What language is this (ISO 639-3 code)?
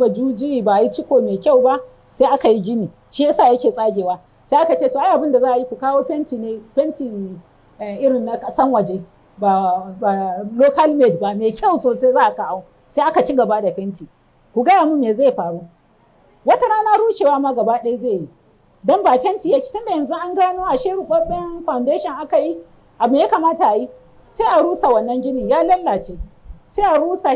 hau